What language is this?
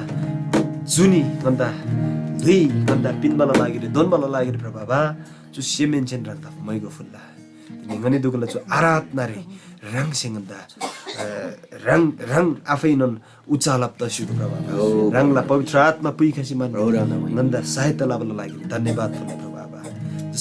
Eastern Tamang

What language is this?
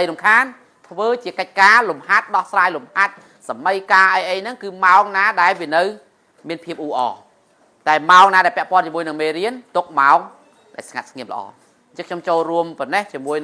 Khmer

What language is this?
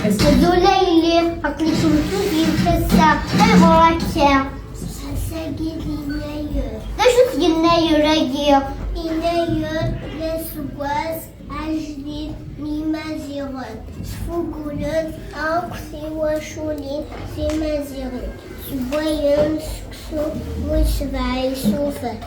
Kabyle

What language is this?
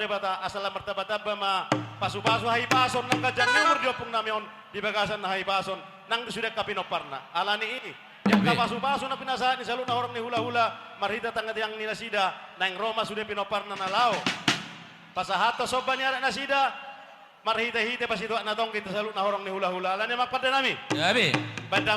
Batak Toba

